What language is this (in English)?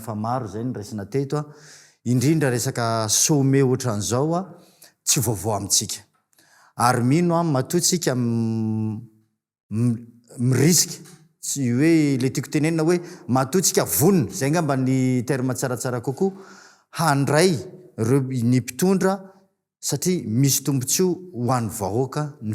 Malagasy